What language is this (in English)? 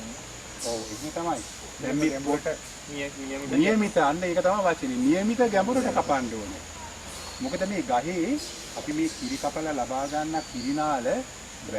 Sinhala